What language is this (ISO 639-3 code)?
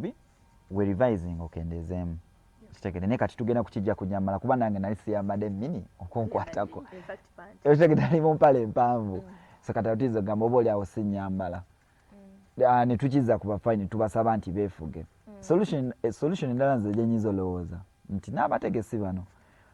lug